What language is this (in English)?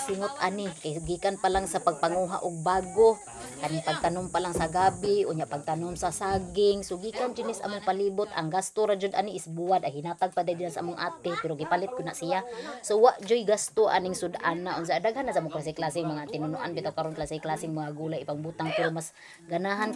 Cebuano